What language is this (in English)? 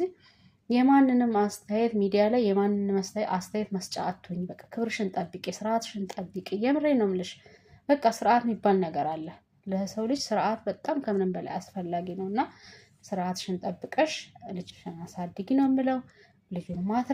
Amharic